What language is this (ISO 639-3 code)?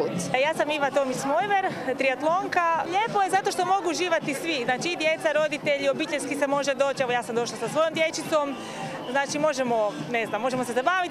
hrv